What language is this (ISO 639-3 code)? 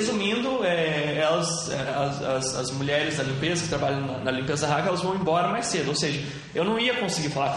por